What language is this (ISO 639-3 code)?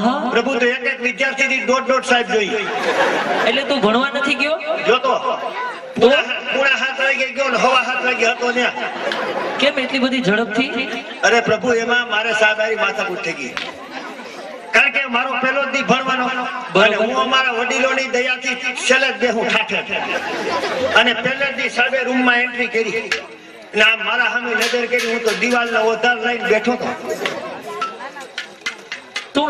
guj